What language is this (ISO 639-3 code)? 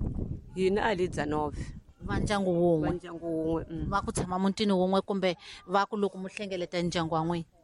tso